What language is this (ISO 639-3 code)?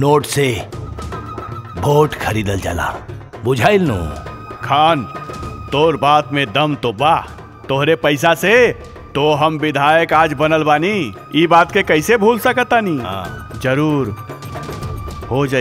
bho